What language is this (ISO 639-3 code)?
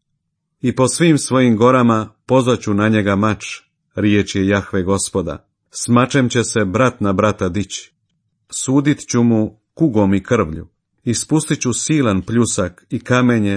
hrv